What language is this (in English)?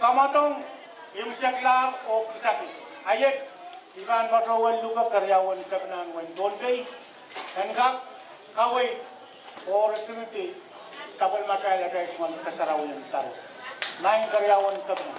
Pohnpeian